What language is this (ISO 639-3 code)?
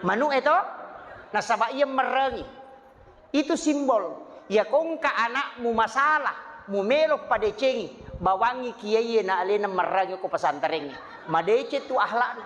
bug